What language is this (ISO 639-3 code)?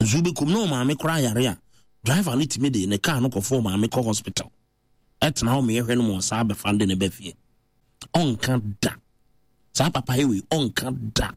aka